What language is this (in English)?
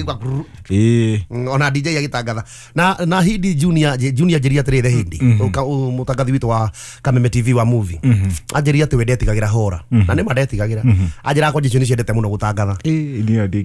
Kikuyu